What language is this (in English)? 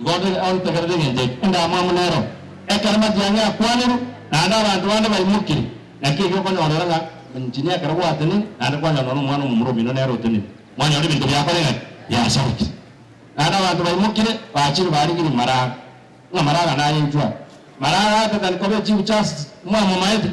Gusii